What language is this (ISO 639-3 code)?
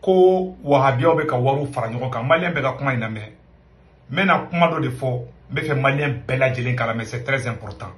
bam